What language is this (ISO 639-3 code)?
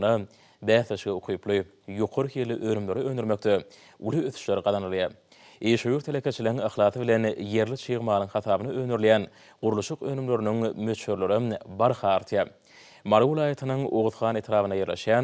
tuk